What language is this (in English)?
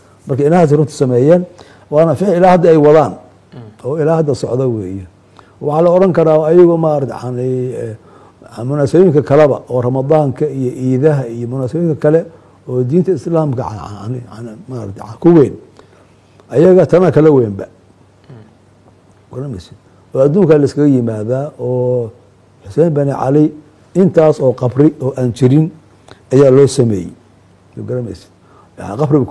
Somali